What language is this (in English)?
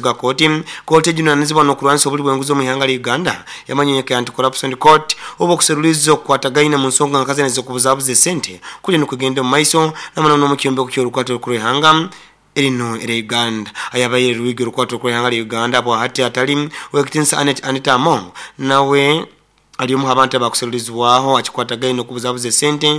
Nyoro